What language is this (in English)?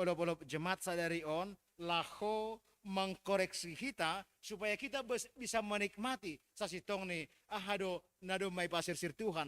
Batak Simalungun